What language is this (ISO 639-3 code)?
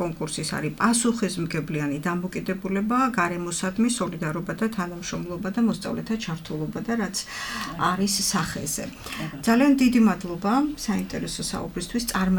kat